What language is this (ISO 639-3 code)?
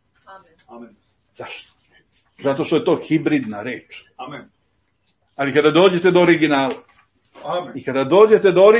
srp